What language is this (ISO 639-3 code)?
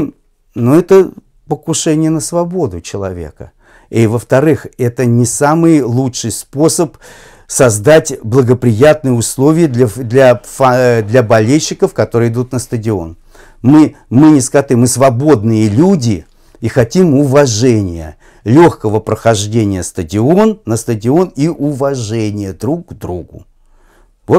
rus